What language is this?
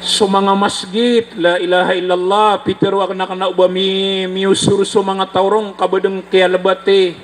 Maranao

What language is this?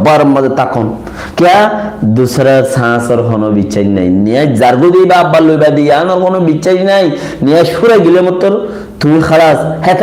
Rohingya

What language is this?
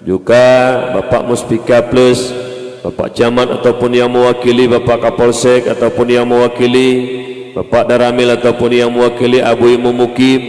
Achinese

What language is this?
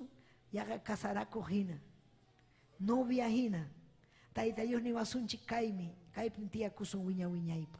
Ayacucho Quechua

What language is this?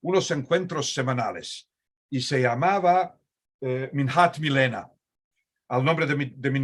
Ladino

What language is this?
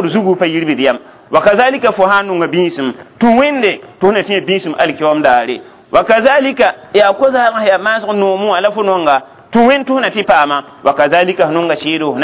Mossi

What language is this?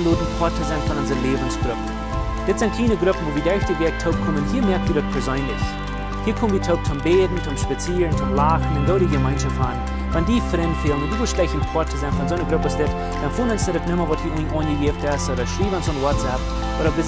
Plautdietsch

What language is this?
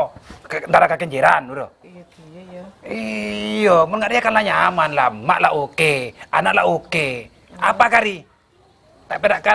Madurese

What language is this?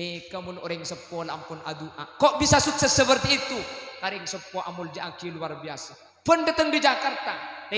Madurese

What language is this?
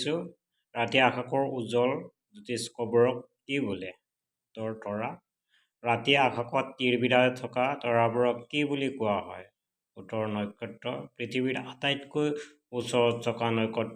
Assamese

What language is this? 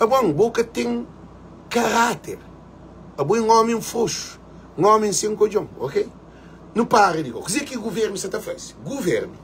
Kabuverdianu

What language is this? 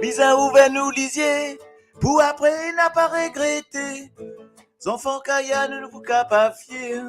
Morisyen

